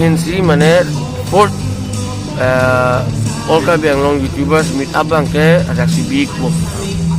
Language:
Karbi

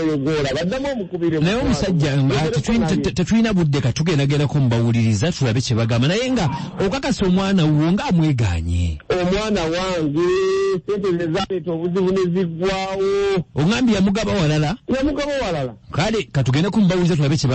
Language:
Ganda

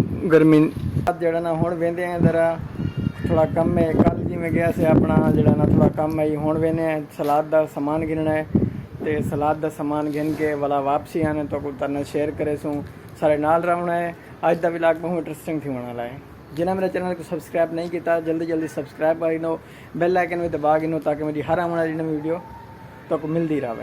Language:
Saraiki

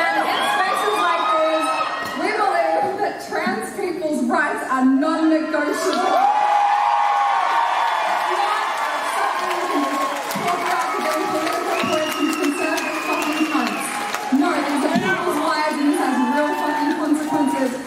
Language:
English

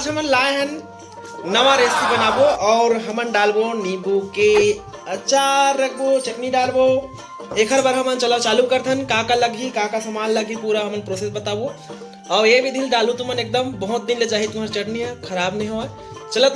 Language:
Chhattisgarhi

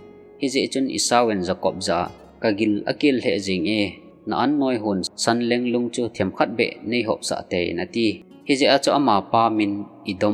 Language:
Thado Chin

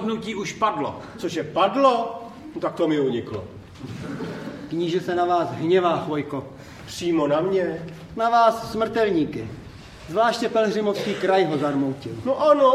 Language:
Czech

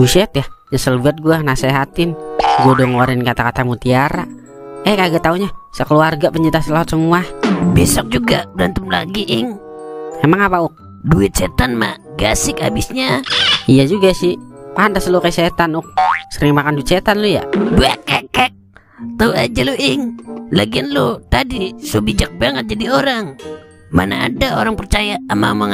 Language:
Betawi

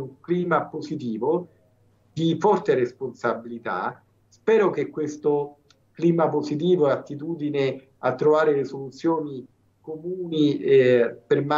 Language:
Italian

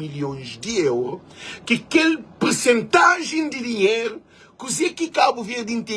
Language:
Kabuverdianu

